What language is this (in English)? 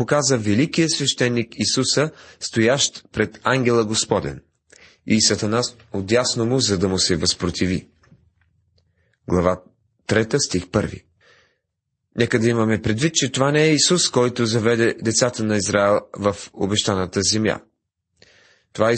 Bulgarian